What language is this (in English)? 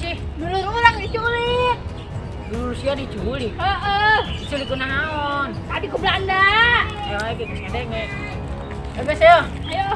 Sundanese